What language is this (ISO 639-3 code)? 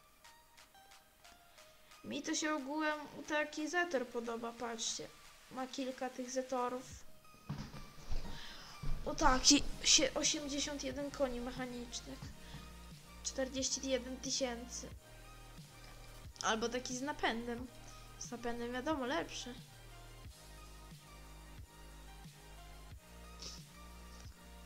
pol